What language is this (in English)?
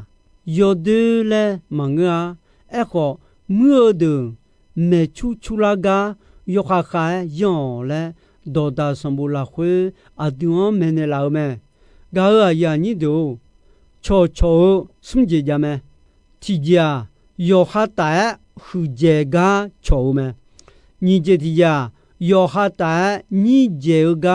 Akha